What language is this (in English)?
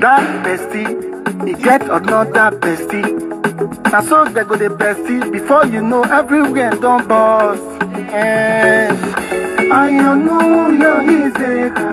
Nigerian Pidgin